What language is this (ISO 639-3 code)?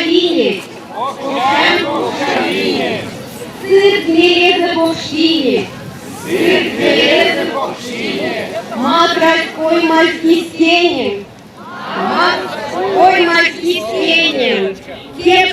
myv